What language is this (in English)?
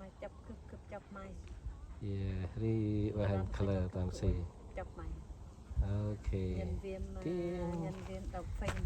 Central Mnong